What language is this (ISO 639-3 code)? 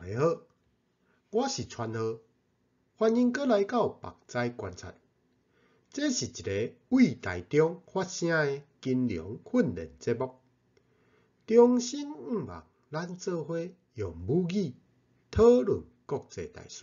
nan